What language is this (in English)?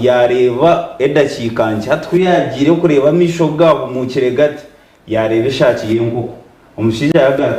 Nyankole